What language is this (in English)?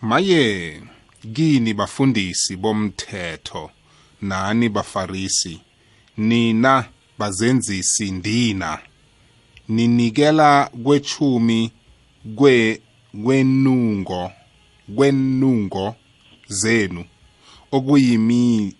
South Ndebele